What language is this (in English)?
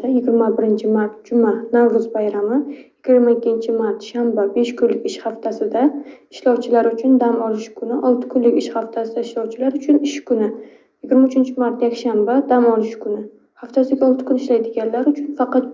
Uzbek